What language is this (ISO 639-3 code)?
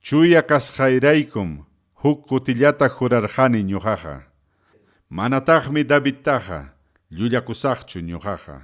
quy